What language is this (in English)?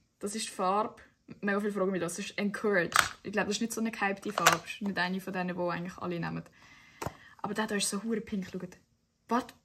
Swiss German